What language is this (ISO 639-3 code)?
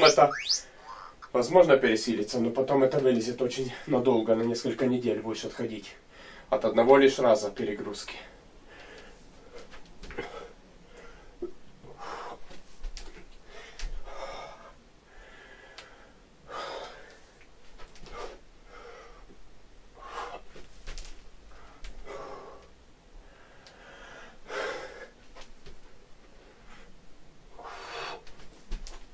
rus